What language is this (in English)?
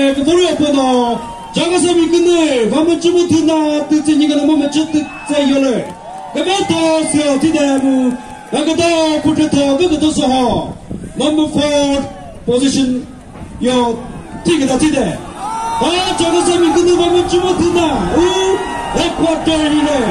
Chokri Naga